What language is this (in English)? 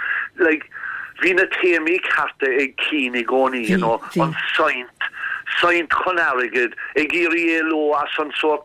Irish